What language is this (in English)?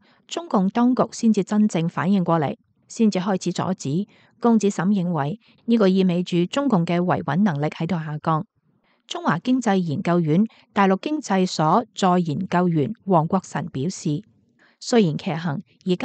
Cantonese